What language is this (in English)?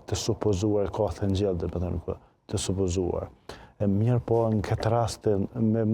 Albanian